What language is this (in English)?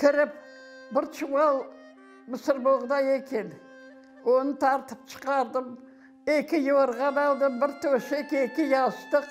Crimean Tatar